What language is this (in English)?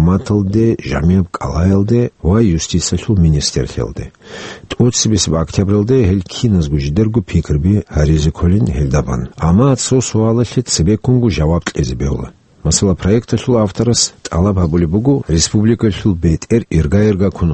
Avaric